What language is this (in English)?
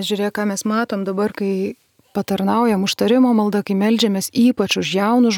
Lithuanian